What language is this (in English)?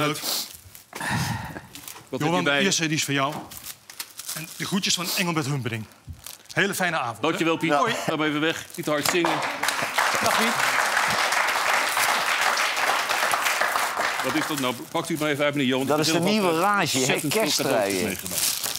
Dutch